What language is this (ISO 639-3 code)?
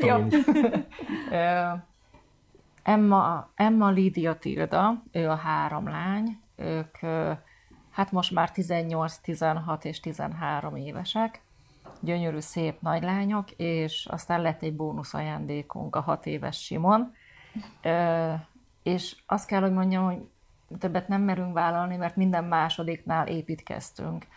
hun